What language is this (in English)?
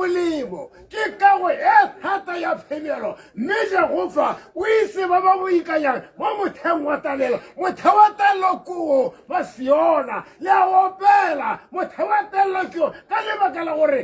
Tswana